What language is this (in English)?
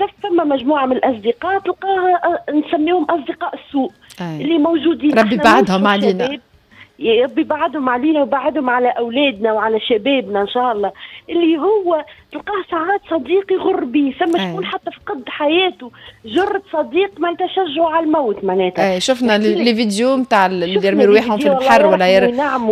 Tunisian Arabic